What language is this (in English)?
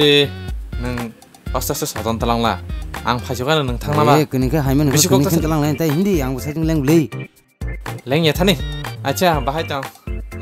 Kok Borok